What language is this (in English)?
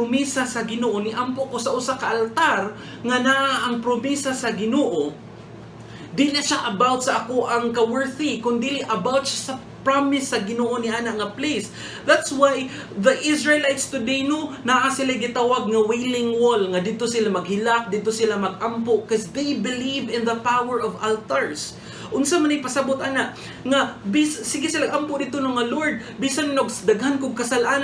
Cebuano